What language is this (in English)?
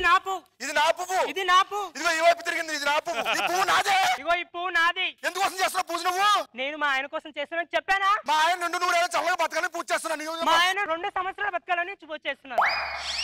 Telugu